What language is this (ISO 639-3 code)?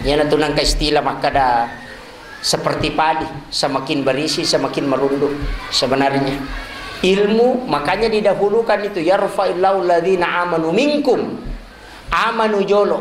bug